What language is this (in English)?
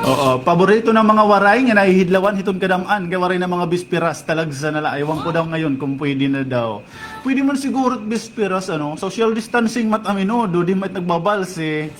Waray